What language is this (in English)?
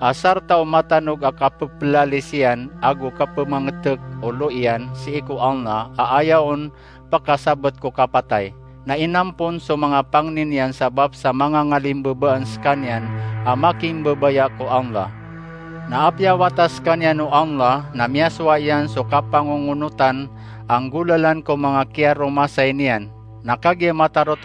Maranao